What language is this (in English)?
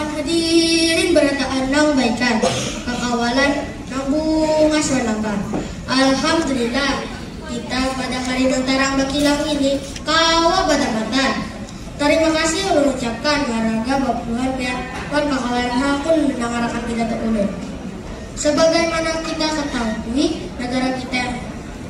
Banjar